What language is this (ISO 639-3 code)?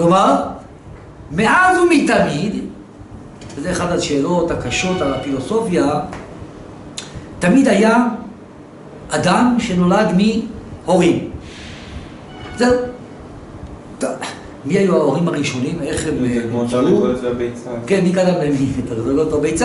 heb